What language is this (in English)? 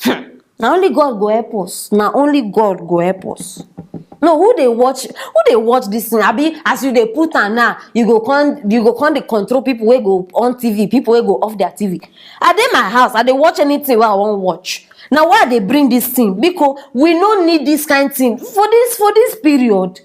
Nigerian Pidgin